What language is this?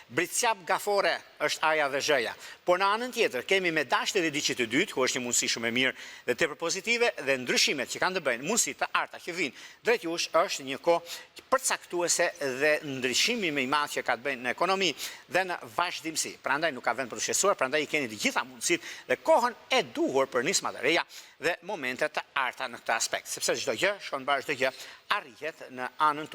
Albanian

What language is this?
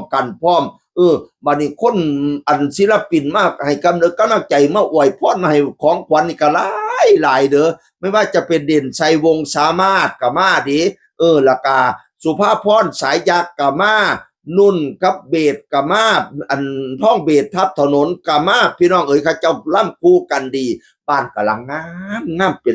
Northeastern Thai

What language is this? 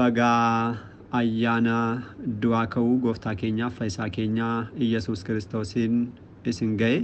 Oromo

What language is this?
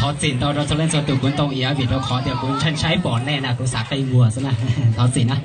Hmong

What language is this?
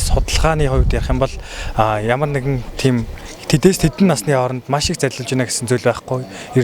Mongolian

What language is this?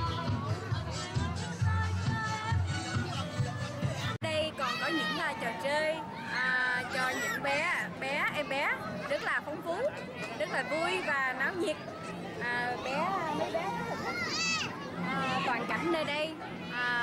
Vietnamese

